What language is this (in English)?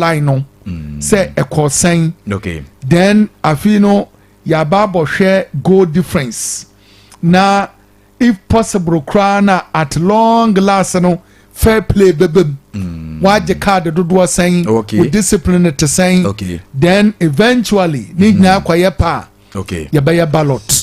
Akan